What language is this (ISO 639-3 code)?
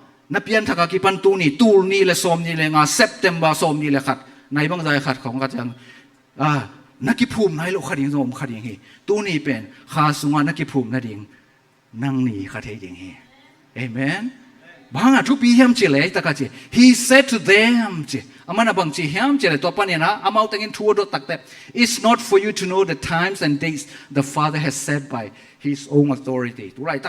ctd